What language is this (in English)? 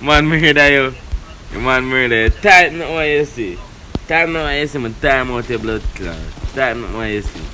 Jamaican Creole English